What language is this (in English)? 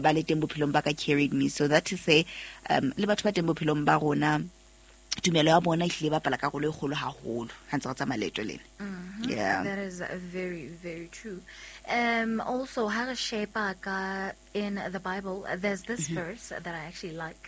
Southern Sotho